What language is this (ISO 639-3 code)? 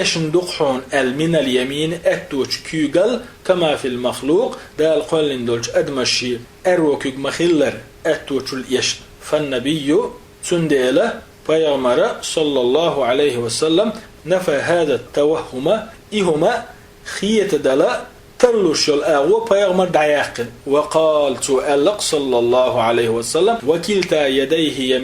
che